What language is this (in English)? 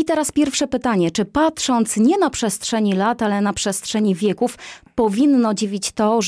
Polish